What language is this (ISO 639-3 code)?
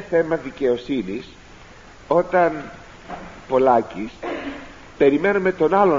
ell